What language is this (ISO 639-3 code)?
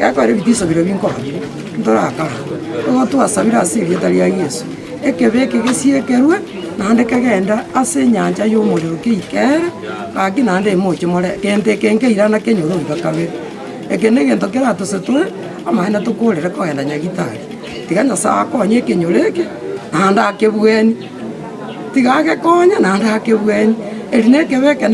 guz